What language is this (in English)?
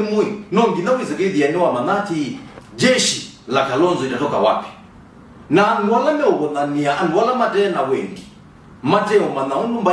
Kamba